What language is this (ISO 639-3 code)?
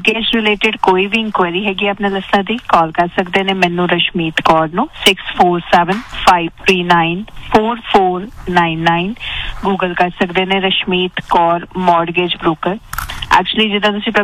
pan